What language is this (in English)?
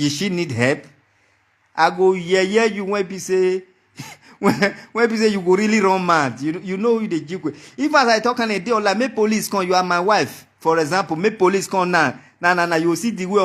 Nigerian Pidgin